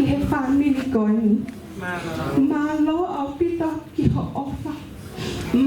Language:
Tongan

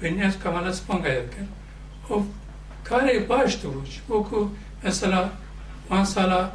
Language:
Kurdish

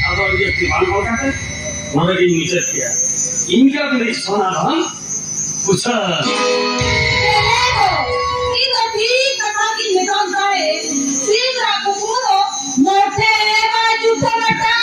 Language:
Santali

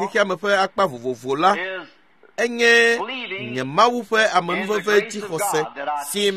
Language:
Ewe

